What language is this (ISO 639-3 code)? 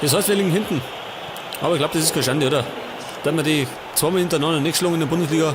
bar